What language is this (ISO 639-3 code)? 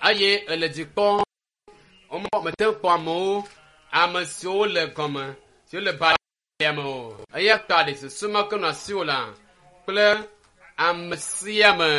ewe